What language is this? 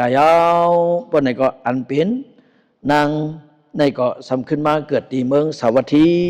Shan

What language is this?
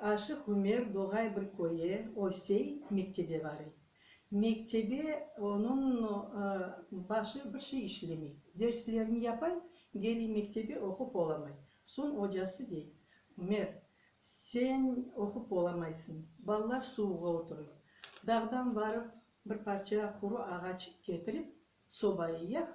Crimean Tatar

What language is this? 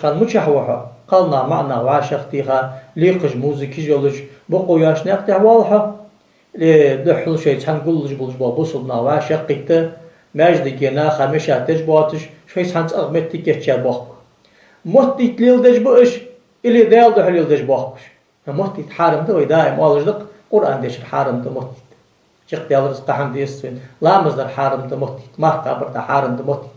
Ingush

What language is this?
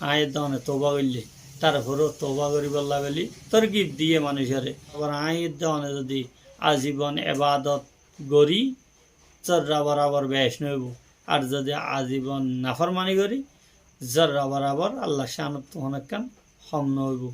Rohingya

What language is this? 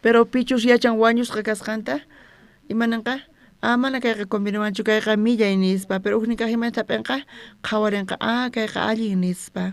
South Bolivian Quechua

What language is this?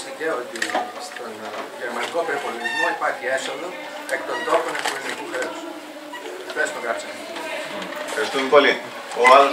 Greek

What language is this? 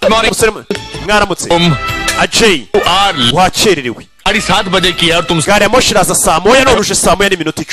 Kinyarwanda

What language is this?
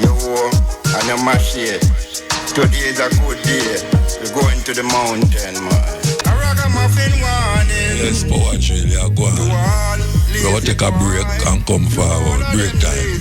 Jamaican Creole English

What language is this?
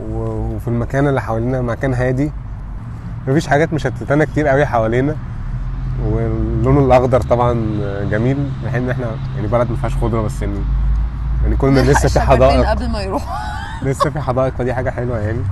Egyptian Arabic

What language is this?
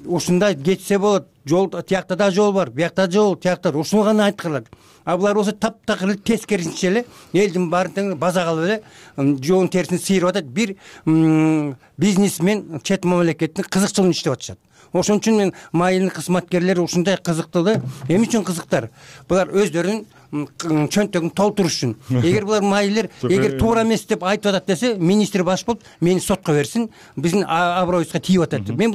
Kyrgyz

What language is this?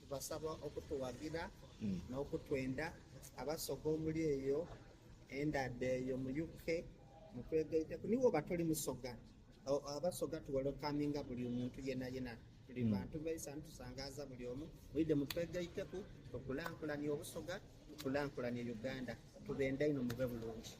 Soga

